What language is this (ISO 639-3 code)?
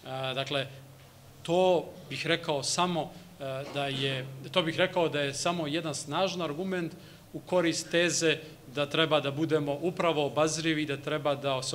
srp